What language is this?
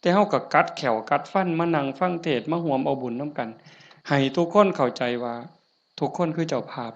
Northeastern Thai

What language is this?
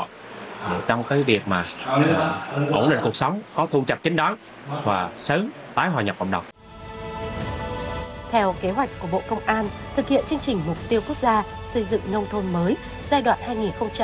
Vietnamese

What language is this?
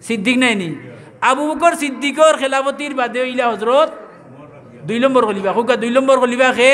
Sylheti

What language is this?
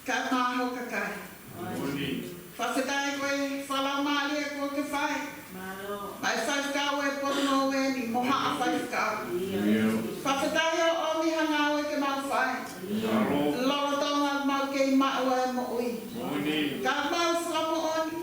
Tongan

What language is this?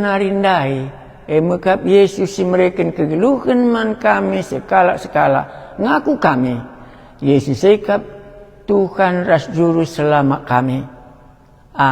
Batak Karo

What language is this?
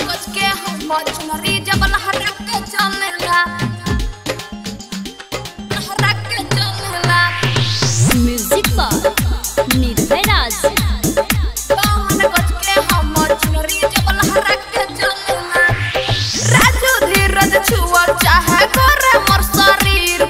Bhojpuri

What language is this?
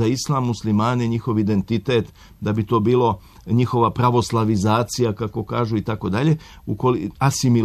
Serbian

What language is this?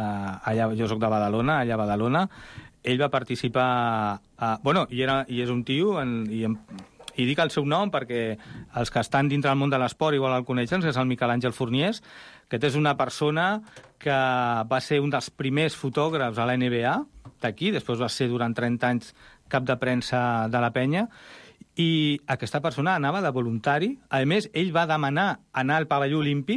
Catalan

